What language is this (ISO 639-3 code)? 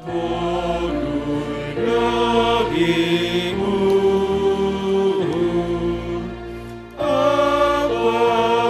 bts